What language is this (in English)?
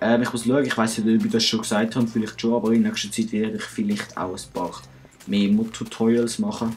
Swiss German